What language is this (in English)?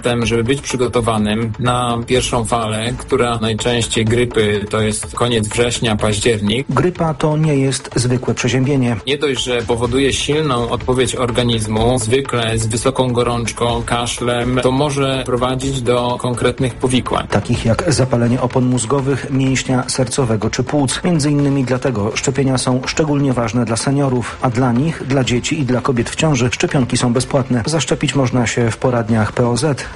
Polish